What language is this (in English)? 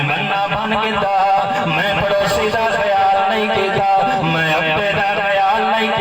Saraiki